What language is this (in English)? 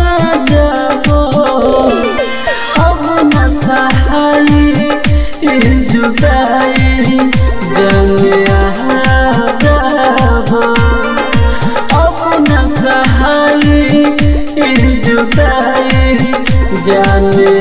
Bhojpuri